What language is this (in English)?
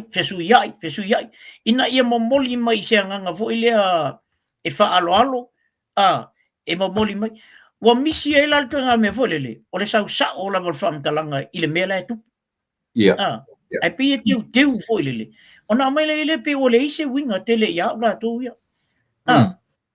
Samoan